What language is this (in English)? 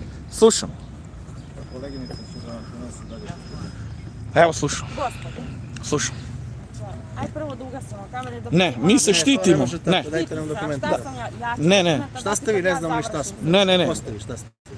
Serbian